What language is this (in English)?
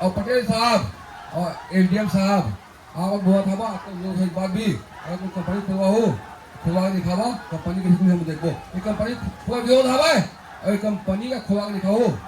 Chhattisgarhi